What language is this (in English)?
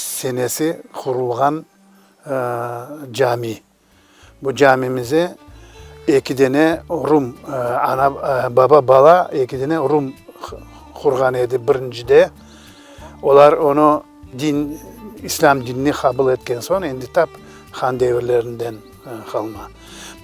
Crimean Tatar